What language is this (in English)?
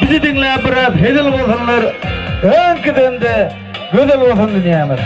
Turkmen